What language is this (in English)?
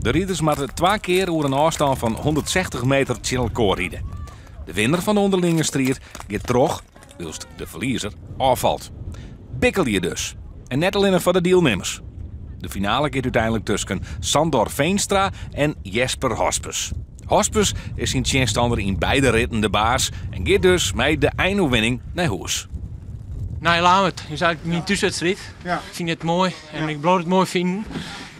Western Frisian